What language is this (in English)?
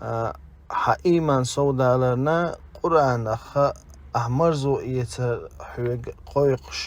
Chechen